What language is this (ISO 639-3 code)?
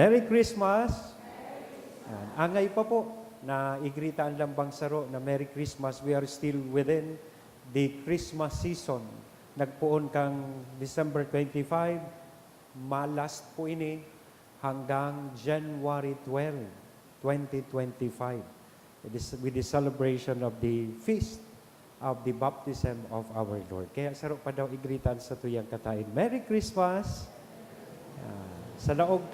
bik